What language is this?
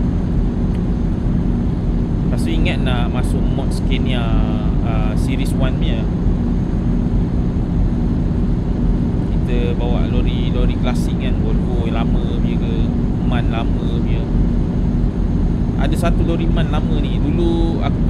Malay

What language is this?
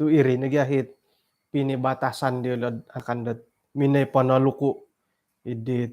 Central Dusun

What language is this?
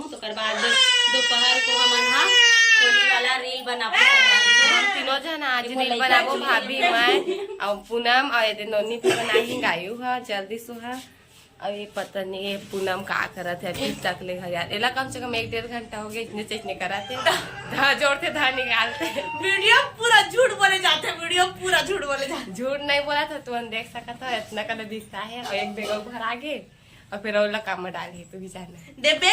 Chhattisgarhi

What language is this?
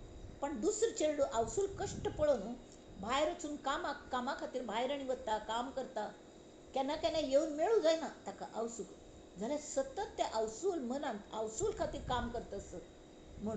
Konkani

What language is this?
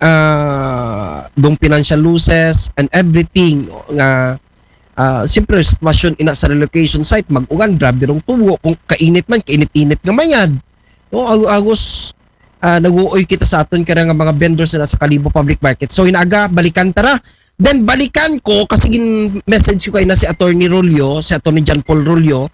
Aklanon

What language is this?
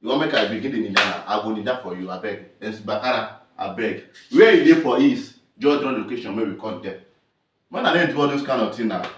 Nigerian Pidgin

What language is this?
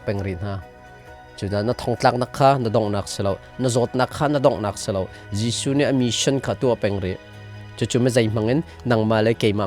Hakha Chin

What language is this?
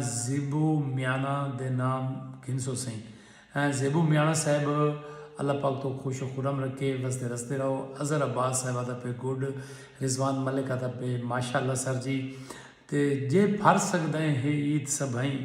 Saraiki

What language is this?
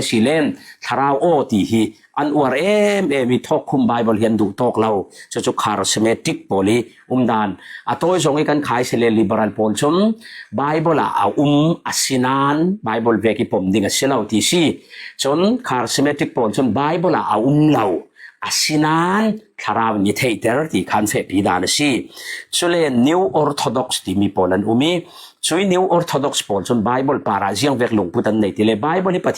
Falam Chin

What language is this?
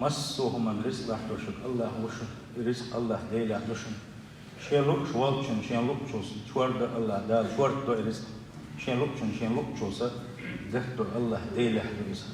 Chechen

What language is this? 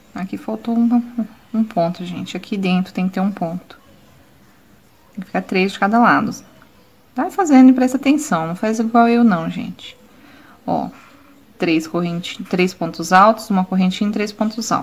Portuguese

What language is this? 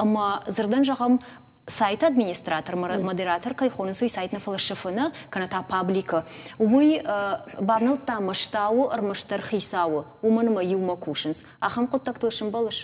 Ossetic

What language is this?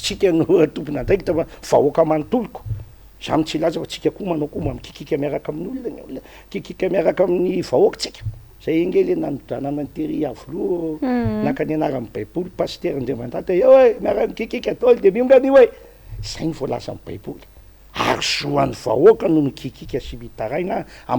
Malagasy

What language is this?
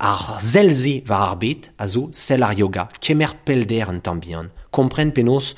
Breton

